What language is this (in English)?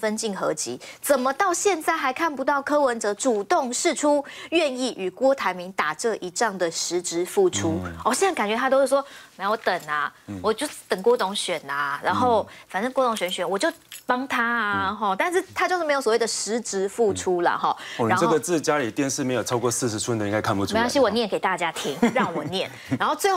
Chinese